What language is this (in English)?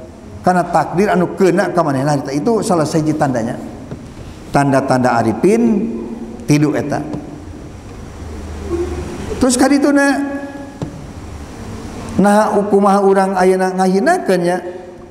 Sundanese